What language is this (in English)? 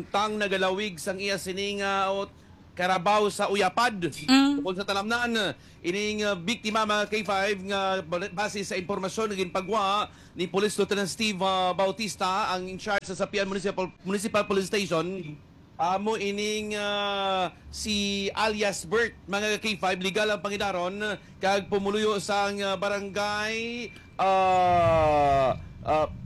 Hiligaynon